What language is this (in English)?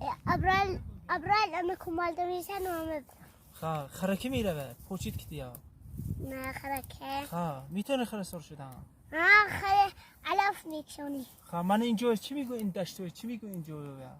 Tajik